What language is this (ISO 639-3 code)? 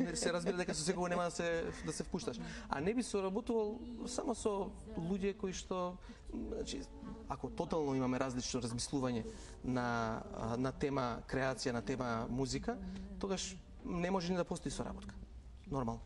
mkd